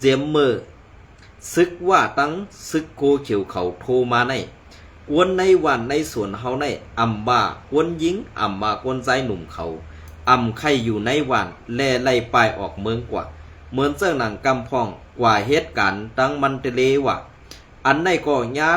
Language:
Shan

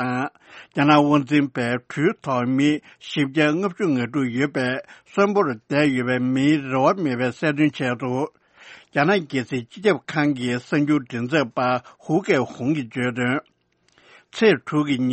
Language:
Tibetan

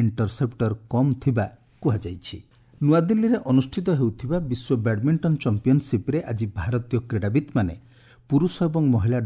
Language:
Odia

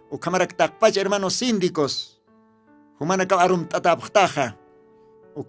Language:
Aymara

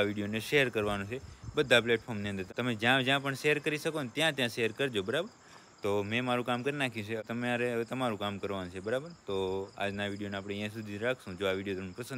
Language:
Gujarati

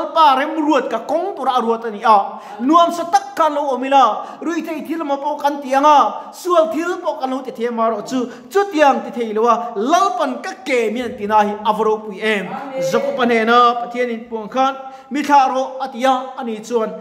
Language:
Mizo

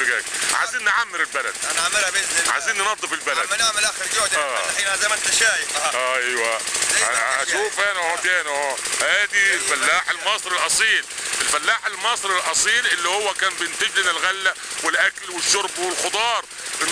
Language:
Egyptian Arabic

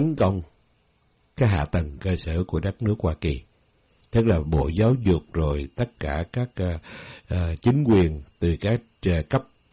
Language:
Vietnamese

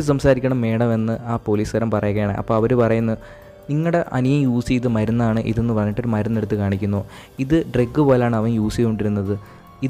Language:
Malayalam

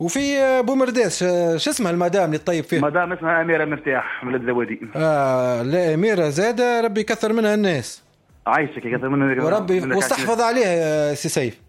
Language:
Tunisian Arabic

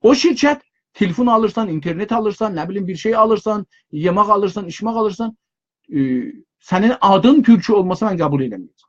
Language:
South Azerbaijani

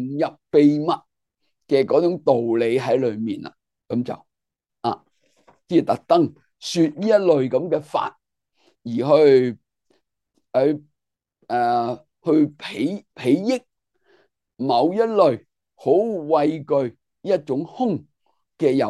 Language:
Cantonese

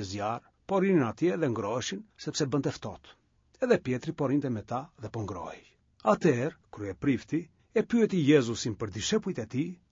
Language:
Albanian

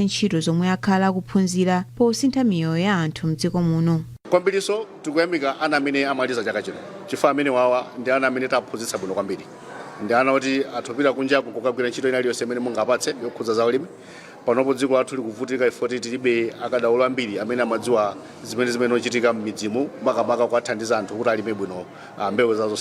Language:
Nyanja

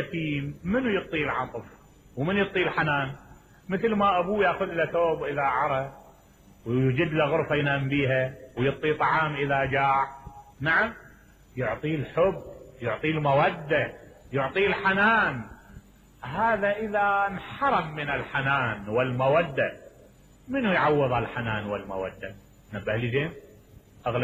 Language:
Mesopotamian Arabic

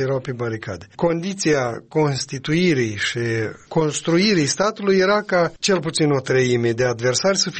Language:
Romanian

